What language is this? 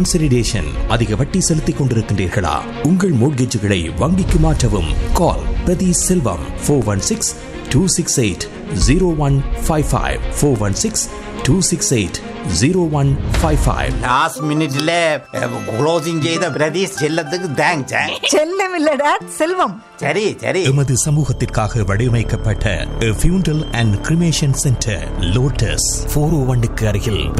Tamil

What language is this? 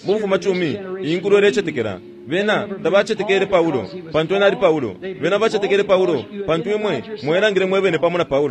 Bemba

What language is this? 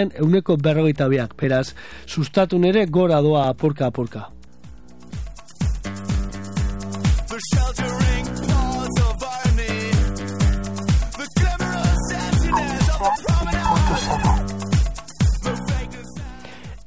Basque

